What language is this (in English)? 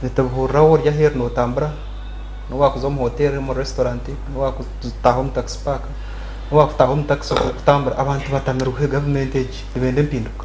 Nyankole